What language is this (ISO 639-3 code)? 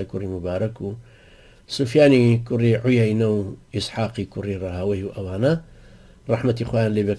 ckb